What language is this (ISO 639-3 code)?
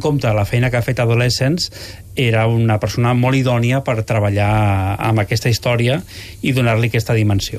cat